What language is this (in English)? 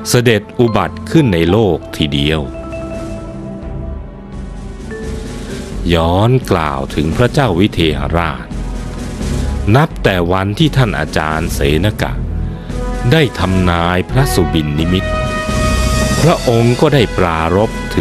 Thai